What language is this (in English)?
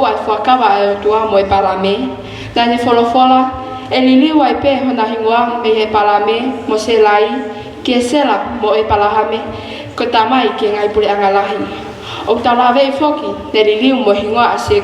Tongan